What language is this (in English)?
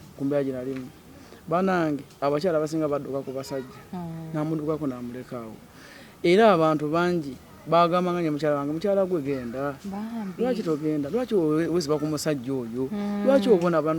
Ganda